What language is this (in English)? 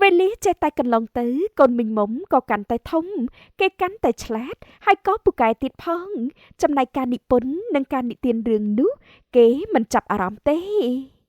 Khmer